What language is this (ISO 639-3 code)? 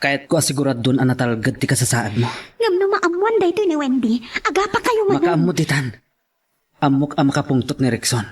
ilo